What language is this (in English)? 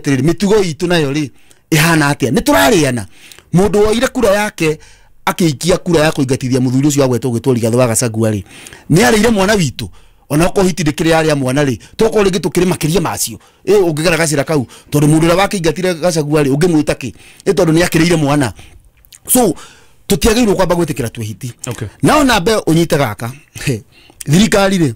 Kikuyu